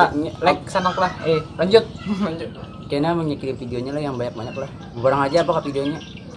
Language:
Banjar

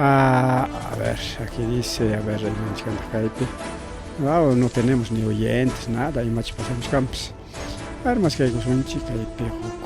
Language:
Ayacucho Quechua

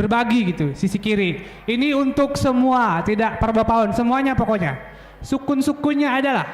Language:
Batak Simalungun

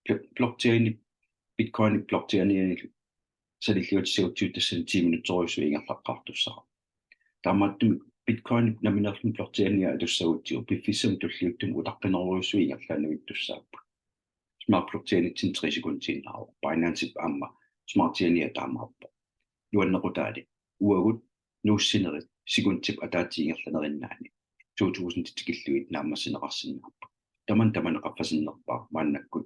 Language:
Kalaallisut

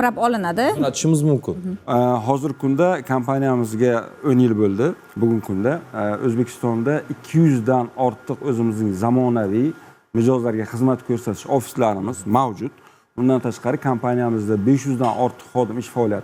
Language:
Uzbek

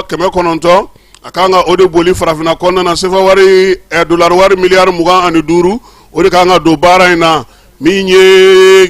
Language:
Bambara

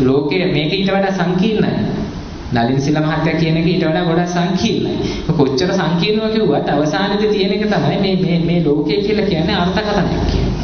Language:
Sinhala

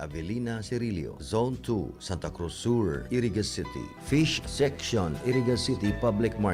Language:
Bikol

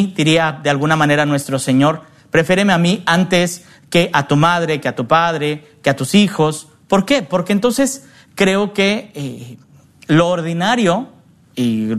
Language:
Spanish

